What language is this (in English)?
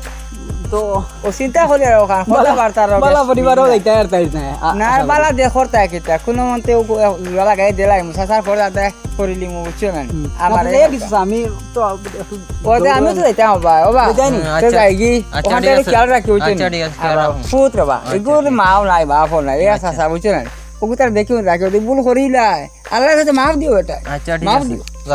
Sylheti